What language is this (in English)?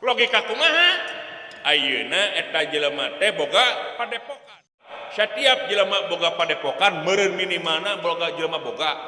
Sundanese